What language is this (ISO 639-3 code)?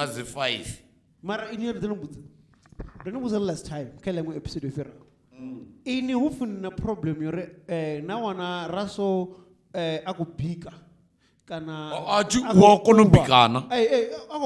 ven